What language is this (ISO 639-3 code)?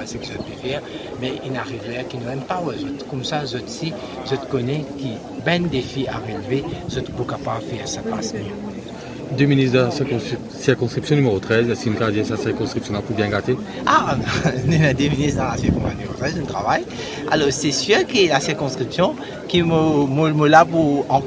mfe